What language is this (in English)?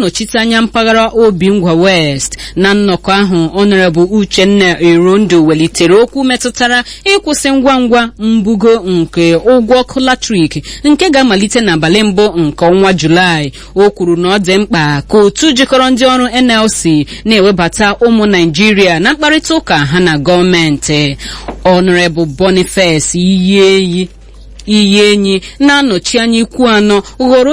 Igbo